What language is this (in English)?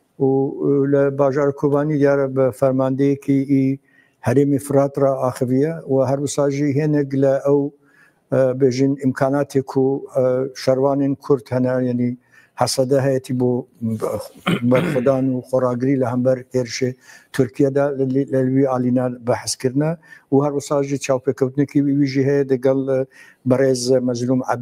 Kurdish